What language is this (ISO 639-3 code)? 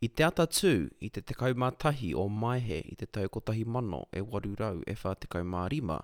mri